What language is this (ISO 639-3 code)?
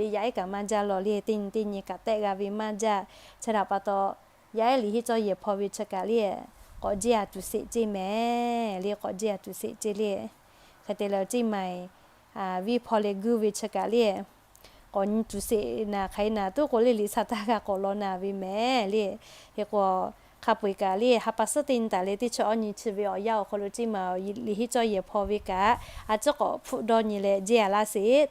lhu